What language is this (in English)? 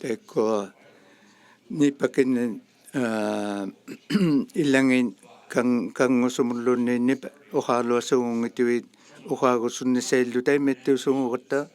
Inuktitut